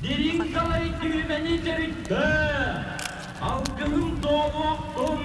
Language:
Yakut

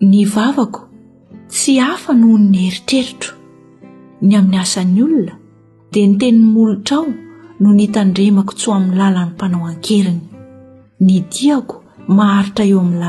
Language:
Malagasy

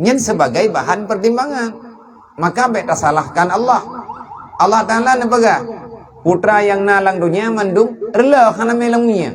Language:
Achinese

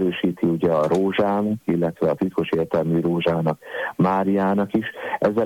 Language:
Hungarian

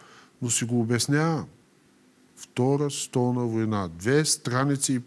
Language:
Bulgarian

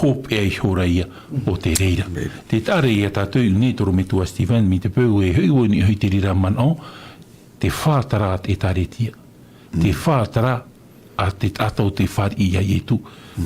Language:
Tahitian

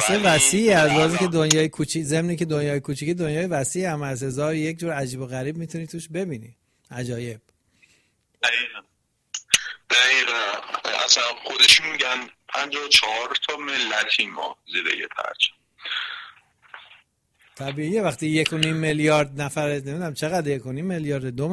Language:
Persian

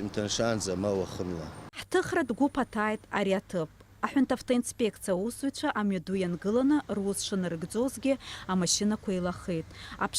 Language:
Abkhazian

